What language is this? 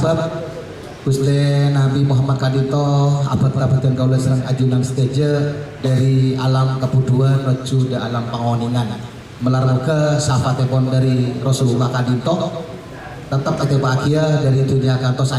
Madurese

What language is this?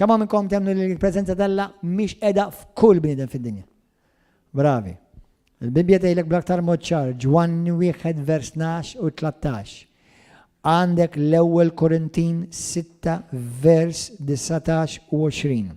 Maltese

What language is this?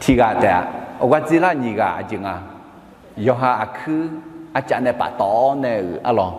Akha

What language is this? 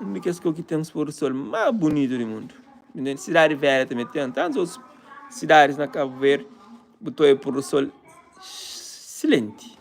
Kabuverdianu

